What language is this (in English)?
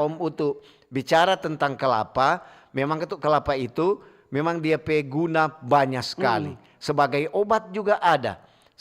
Manado Malay